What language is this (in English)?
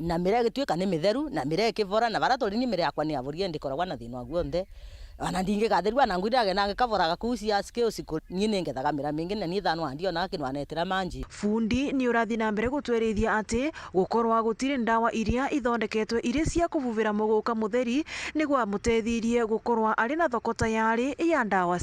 Meru